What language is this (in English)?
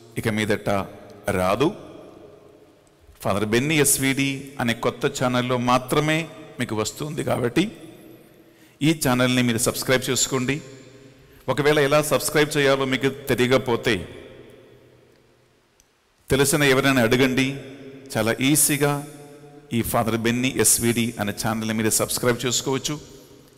Telugu